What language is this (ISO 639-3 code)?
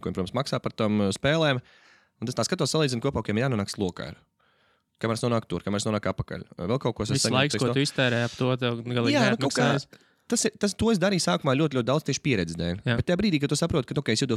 lav